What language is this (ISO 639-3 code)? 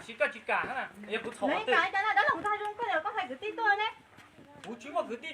hmn